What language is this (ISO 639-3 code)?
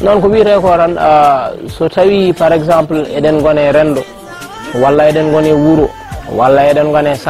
ful